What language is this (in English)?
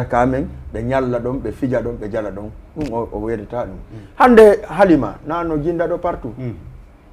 Fula